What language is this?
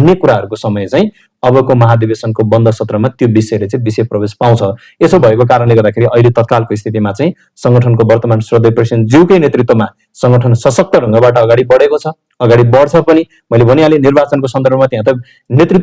Nepali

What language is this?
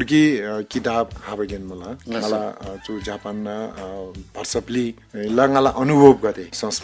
Eastern Tamang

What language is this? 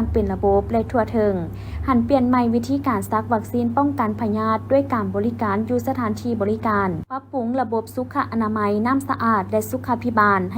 Lao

